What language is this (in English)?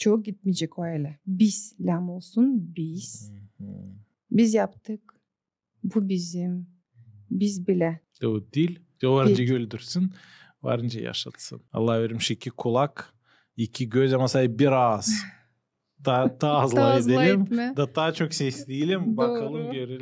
Gagauz